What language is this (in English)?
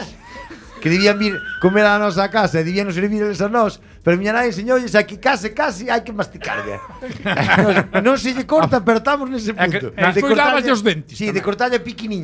Galician